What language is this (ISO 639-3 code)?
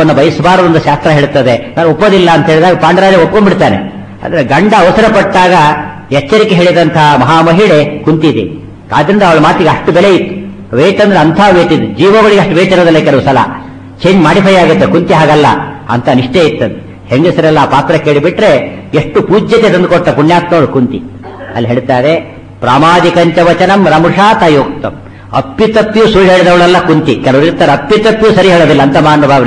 kan